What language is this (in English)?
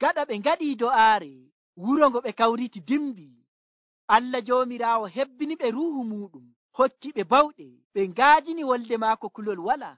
Nigerian Fulfulde